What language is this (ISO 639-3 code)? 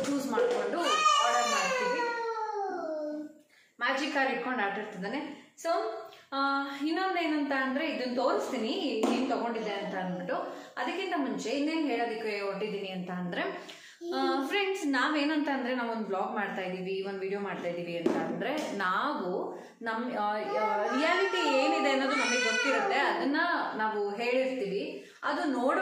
kan